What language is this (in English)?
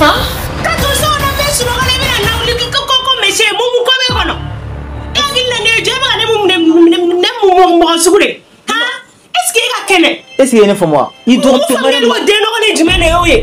Bambara